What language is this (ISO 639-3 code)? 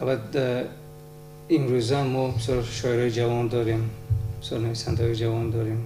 tgk